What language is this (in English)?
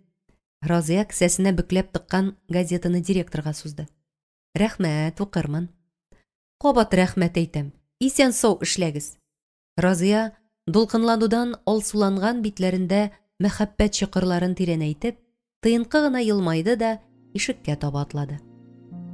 Tatar